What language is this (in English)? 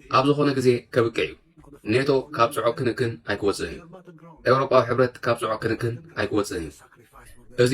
Tigrinya